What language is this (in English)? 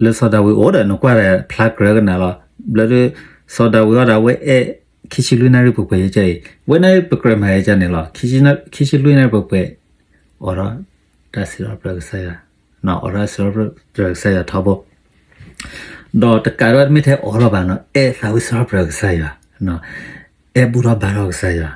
S'gaw Karen